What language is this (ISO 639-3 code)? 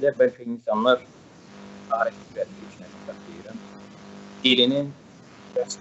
azb